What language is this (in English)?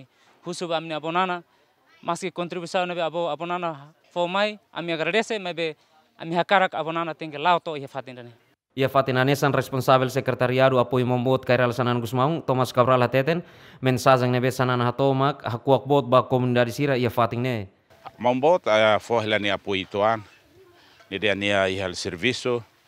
Tetum